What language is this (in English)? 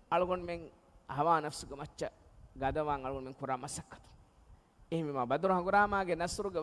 Divehi